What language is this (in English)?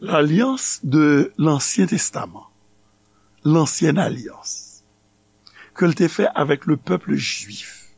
Haitian Creole